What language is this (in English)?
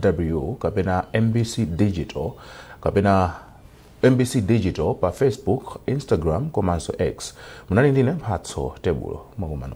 Nyanja